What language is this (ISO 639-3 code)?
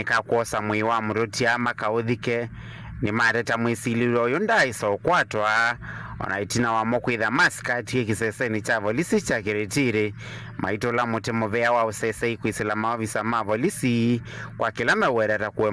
kam